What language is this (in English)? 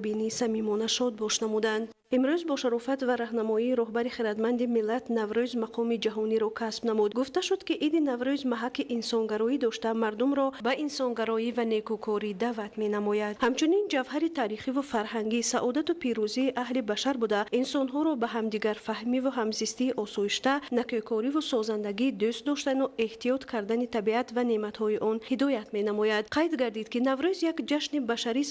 Tajik